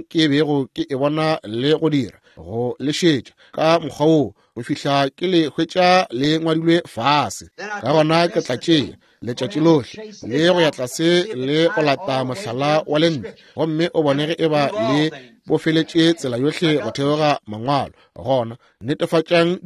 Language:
Northern Sotho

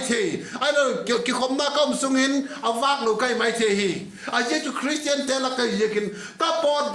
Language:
Vaiphei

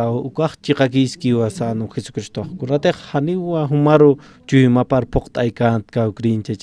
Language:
Aymara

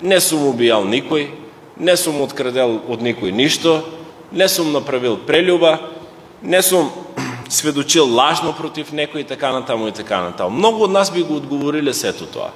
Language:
Macedonian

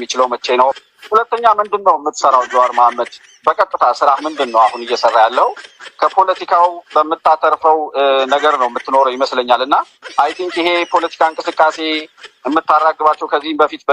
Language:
Amharic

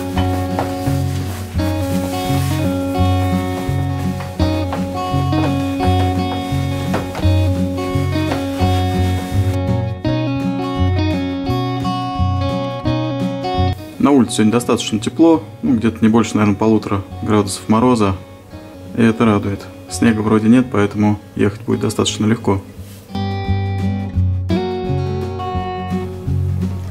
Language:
Russian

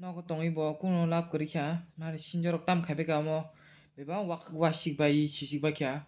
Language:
Kok Borok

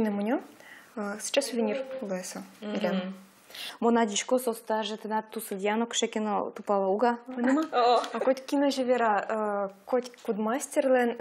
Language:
Udmurt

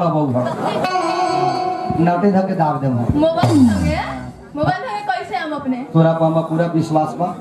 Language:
Bhojpuri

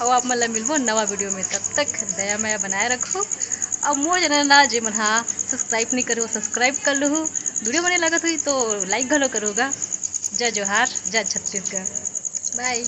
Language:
Chhattisgarhi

